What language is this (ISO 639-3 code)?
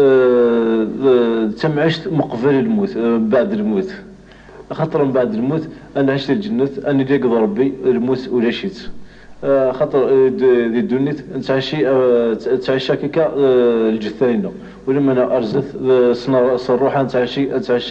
kab